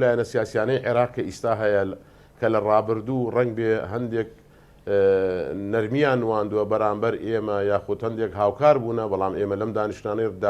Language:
Central Kurdish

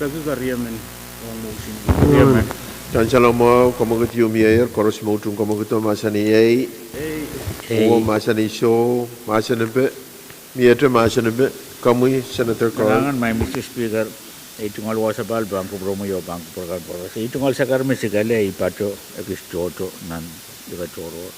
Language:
Pohnpeian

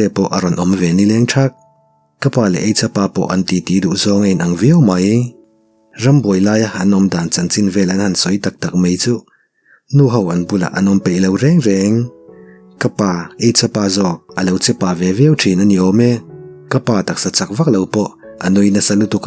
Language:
Mizo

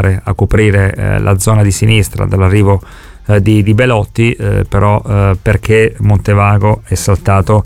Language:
Italian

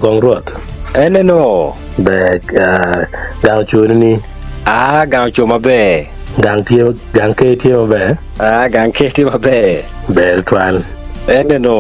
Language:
Acoli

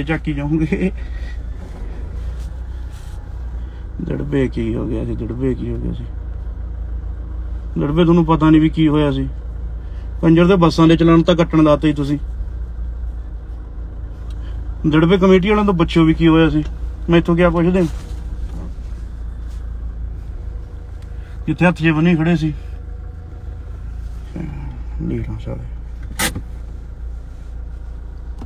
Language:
Punjabi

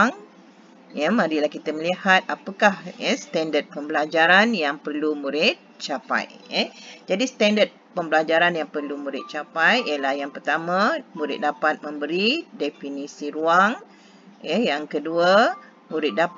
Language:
Malay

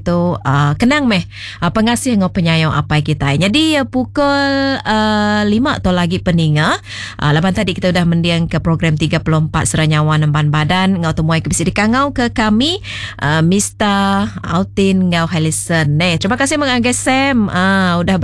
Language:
Iban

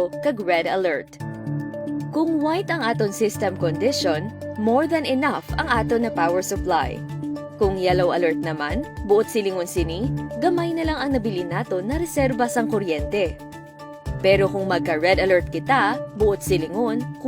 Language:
Hiligaynon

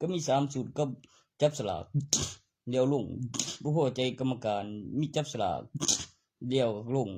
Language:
Northeastern Thai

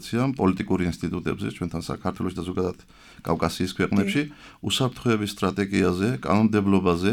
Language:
Georgian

